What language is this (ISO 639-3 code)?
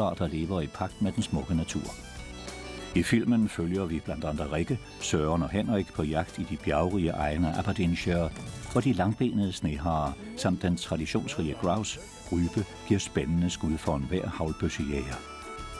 dan